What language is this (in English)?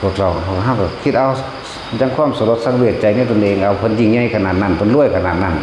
Northeastern Thai